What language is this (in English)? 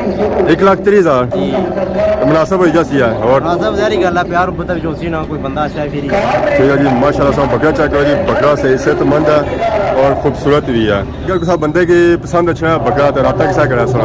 Pahari-Potwari